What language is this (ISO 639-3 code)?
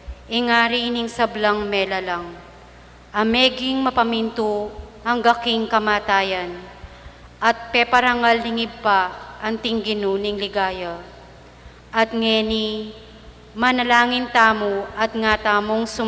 pam